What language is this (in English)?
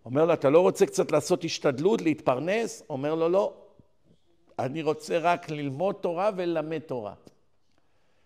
Hebrew